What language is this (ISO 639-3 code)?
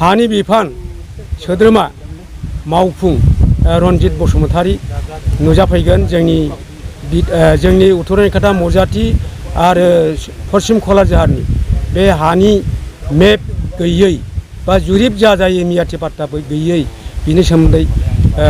brx